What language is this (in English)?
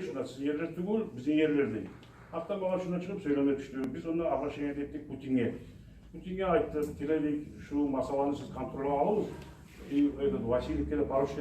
Kumyk